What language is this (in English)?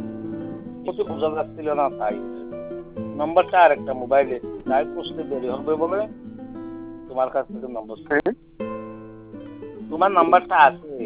Bangla